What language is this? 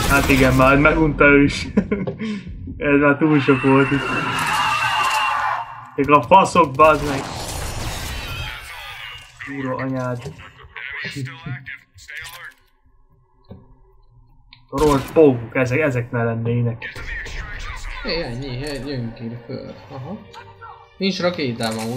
Hungarian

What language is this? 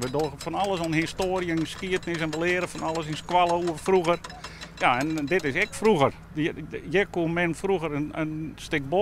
Western Frisian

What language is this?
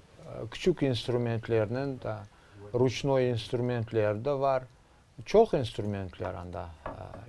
Crimean Tatar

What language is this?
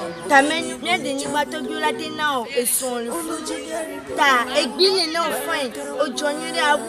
Ewe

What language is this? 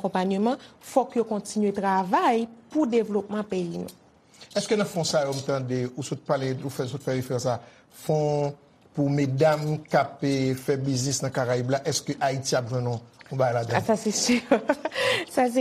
Haitian Creole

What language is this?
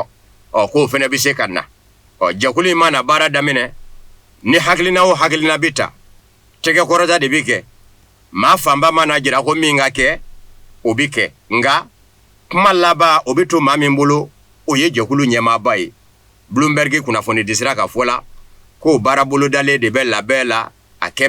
Bambara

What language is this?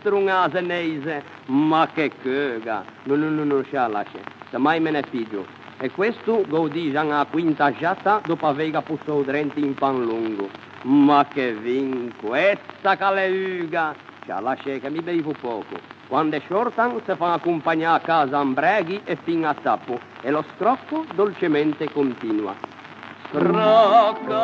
Ligurian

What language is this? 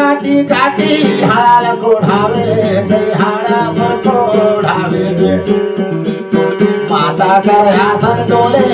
Chhattisgarhi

